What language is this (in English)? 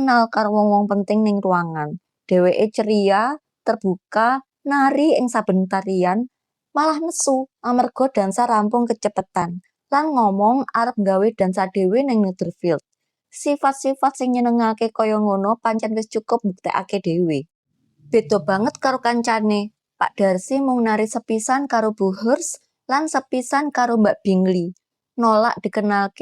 Javanese